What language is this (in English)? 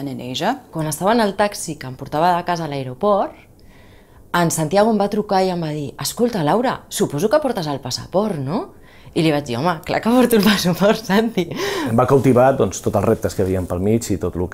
Catalan